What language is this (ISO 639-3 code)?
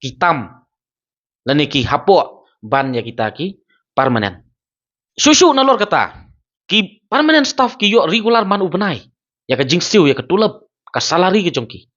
kha